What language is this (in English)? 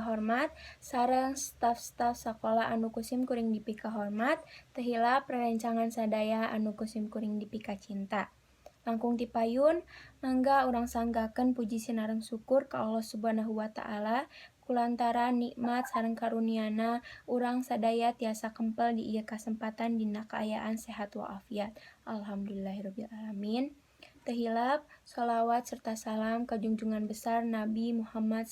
Sundanese